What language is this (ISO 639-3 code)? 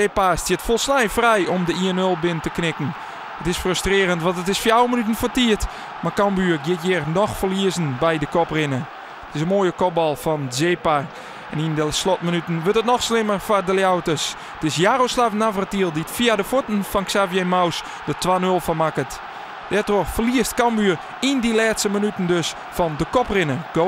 fry